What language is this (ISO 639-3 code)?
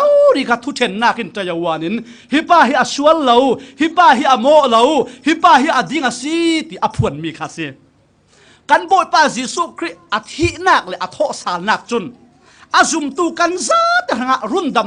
cfm